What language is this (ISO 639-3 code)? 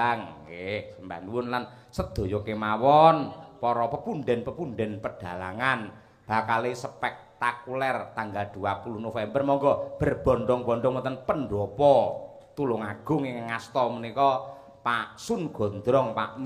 jav